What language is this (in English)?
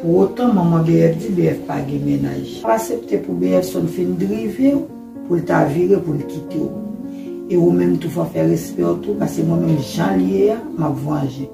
Haitian Creole